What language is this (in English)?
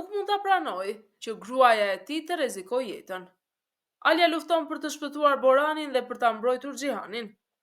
Albanian